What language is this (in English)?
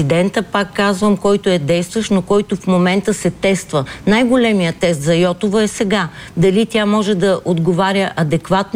Bulgarian